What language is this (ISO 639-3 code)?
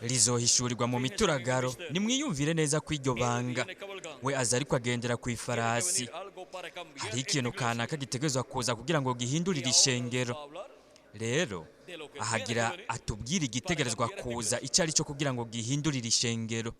run